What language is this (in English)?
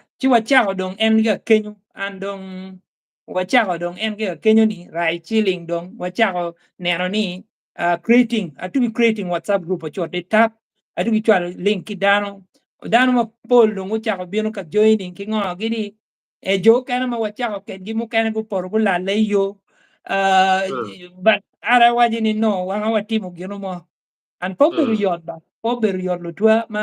Acoli